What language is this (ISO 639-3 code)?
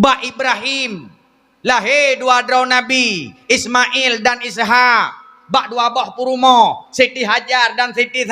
ace